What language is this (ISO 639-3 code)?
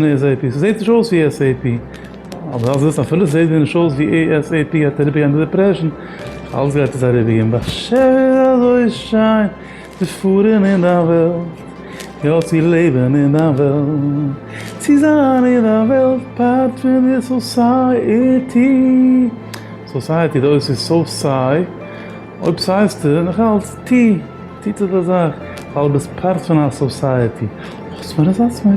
yid